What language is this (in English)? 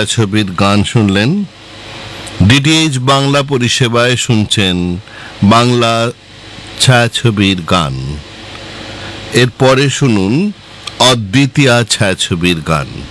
Bangla